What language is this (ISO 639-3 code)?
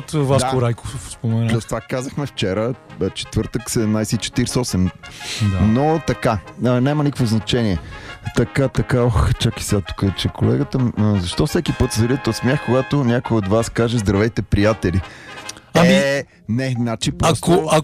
bul